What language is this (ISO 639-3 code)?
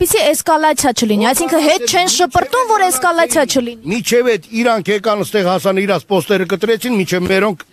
hye